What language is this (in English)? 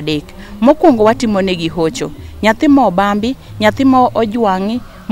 Luo (Kenya and Tanzania)